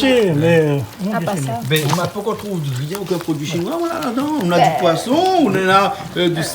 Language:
Réunion Creole French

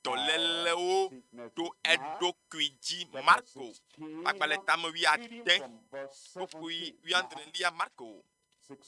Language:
Ewe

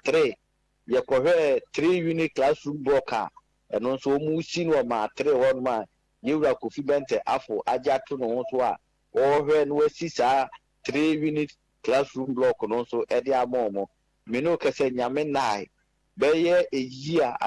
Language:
Akan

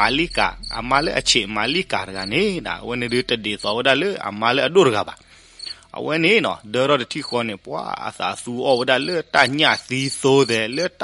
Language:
S'gaw Karen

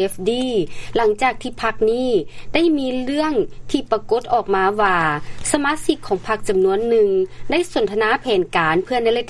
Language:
Lao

